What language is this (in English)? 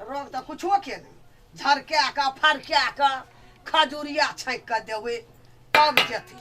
Maithili